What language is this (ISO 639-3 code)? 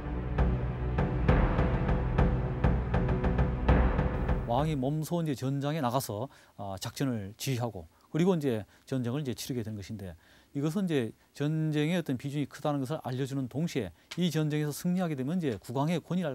kor